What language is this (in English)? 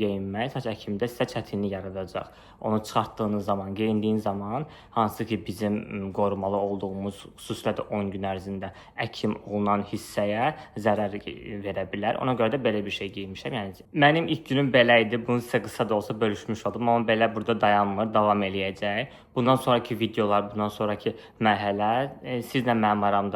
Azerbaijani